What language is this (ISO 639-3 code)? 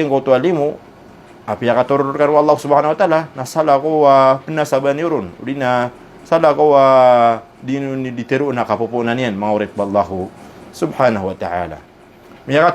mrw